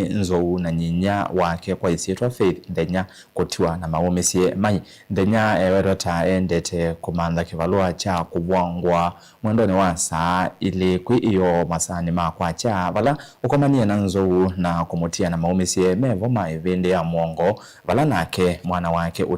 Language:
Kamba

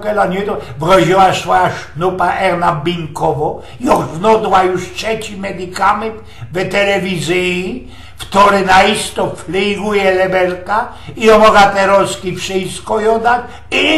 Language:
Silesian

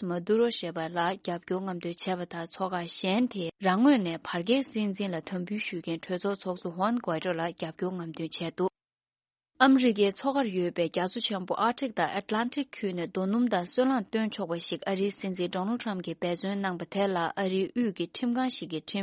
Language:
Tibetan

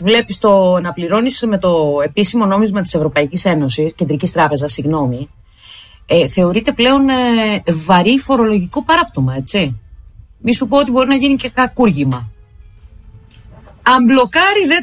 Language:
Greek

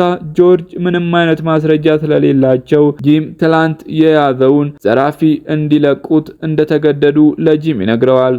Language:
Amharic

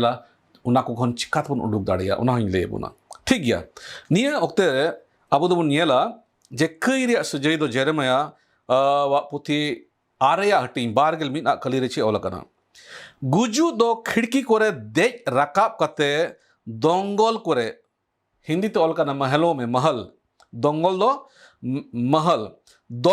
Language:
Santali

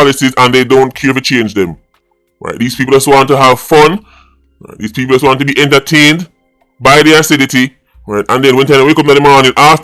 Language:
Jamaican Creole English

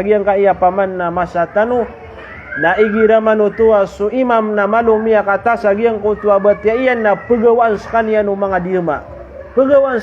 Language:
Maranao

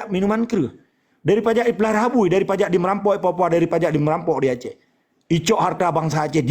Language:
Achinese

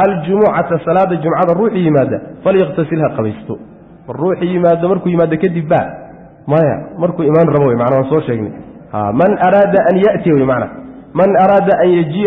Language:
Somali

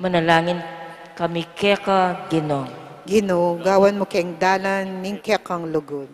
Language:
Pampanga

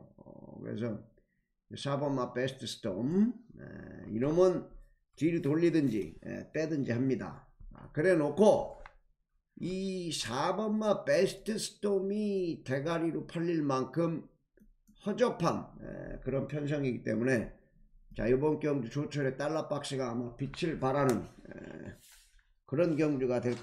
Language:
Korean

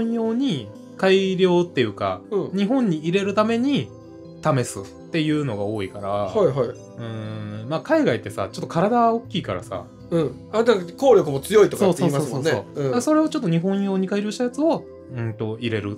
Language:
Japanese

